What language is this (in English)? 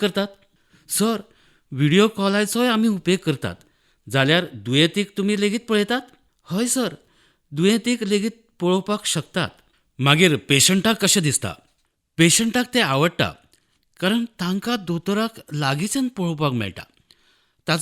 Konkani